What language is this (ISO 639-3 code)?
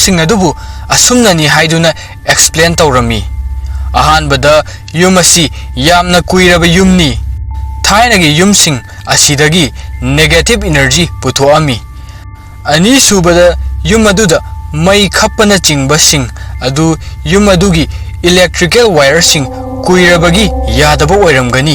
mni